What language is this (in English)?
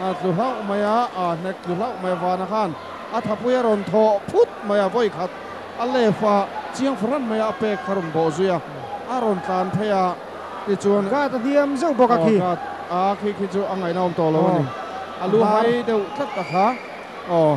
Mizo